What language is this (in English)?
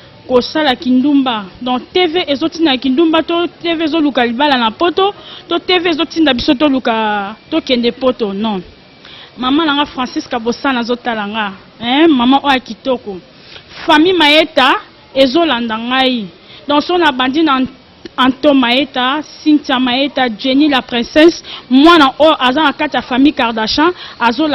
Lingala